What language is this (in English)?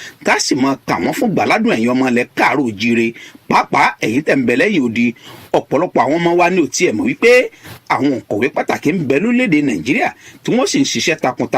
Yoruba